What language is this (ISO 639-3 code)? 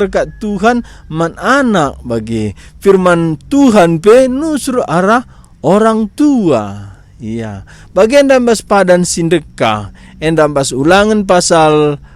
btx